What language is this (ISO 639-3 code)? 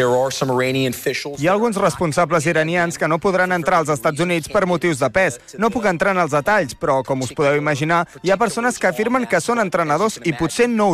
cat